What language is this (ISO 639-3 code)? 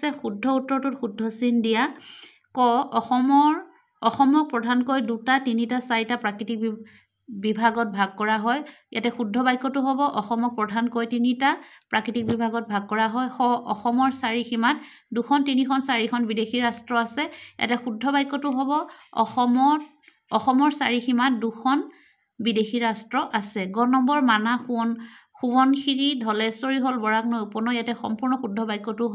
asm